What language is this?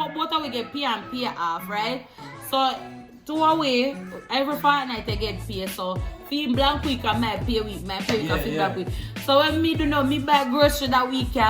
Jamaican Creole English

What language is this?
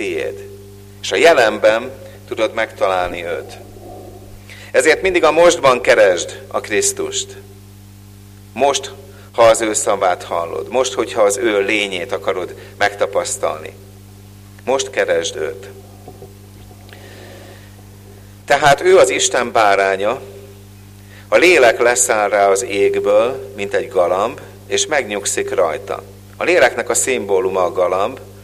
Hungarian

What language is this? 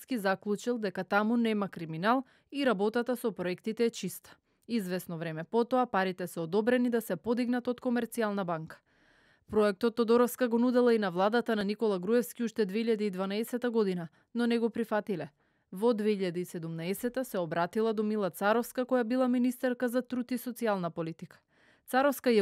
Macedonian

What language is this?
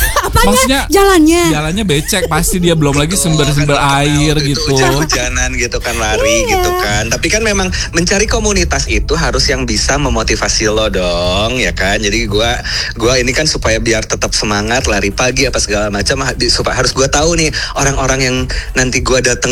Indonesian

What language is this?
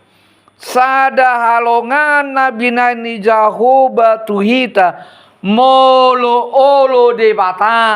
Batak Toba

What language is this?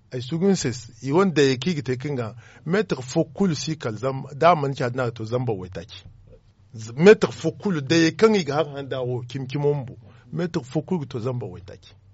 Zarma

